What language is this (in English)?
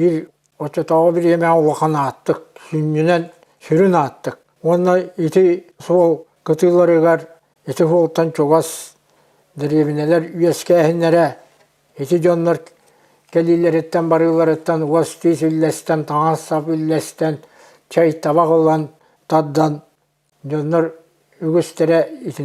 Yakut